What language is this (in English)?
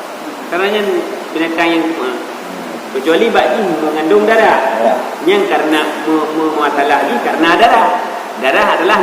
Achinese